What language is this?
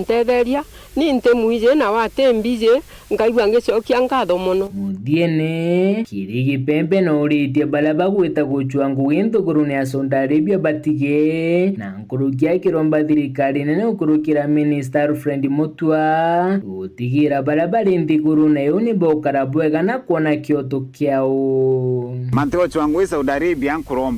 Meru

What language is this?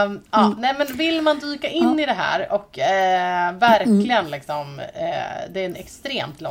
Swedish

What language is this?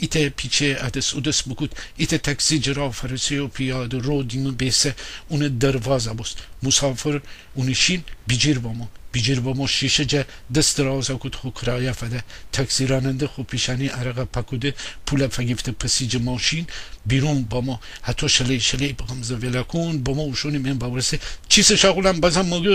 Gilaki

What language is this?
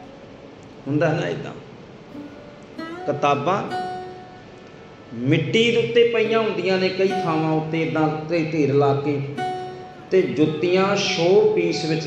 Punjabi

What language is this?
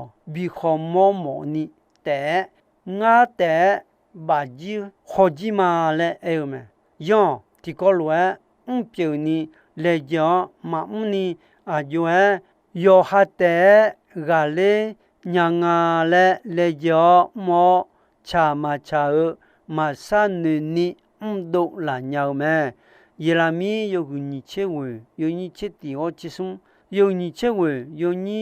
Akha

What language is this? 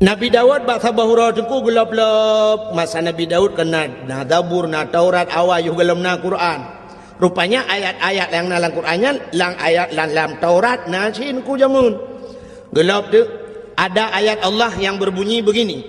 Achinese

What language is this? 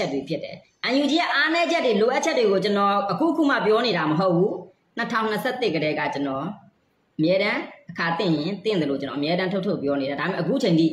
Burmese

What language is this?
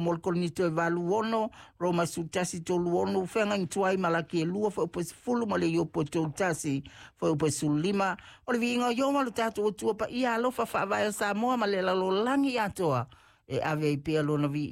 Samoan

